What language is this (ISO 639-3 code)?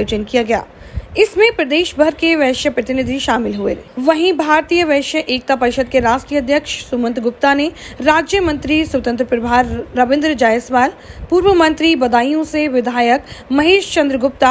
hin